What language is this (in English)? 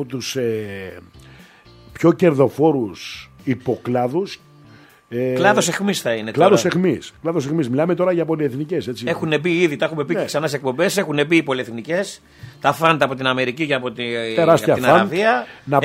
Greek